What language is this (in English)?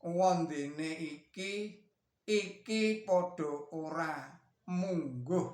Javanese